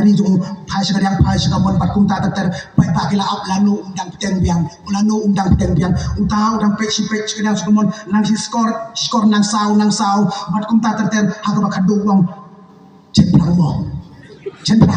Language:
Khasi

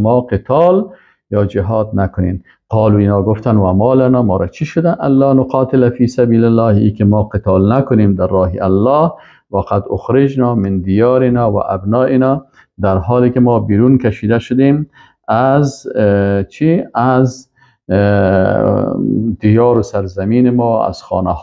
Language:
Persian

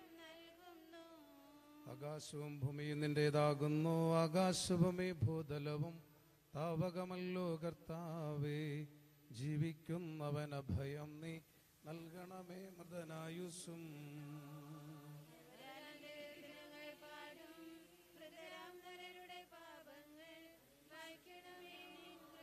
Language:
Malayalam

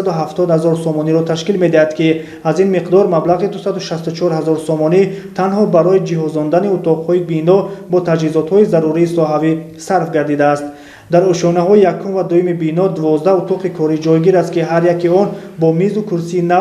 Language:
Tajik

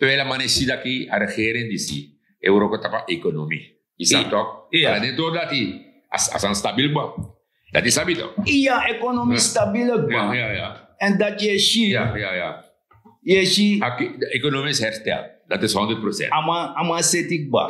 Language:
Sranan Tongo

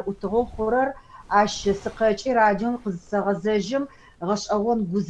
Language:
Adyghe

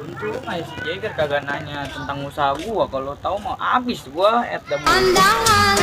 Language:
Betawi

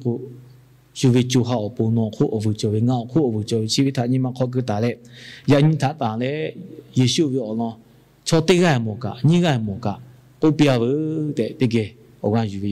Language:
Lahu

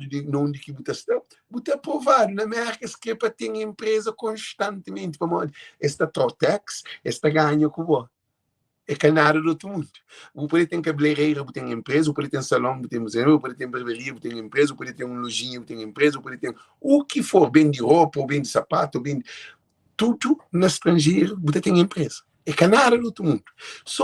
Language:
Kabuverdianu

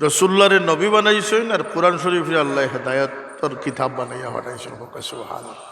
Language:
Sylheti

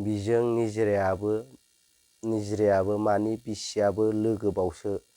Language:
Bodo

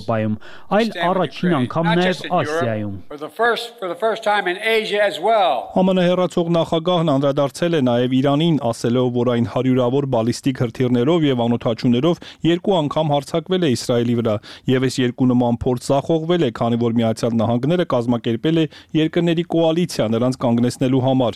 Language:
Armenian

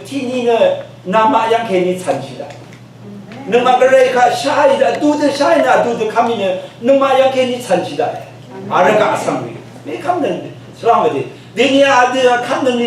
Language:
Rawang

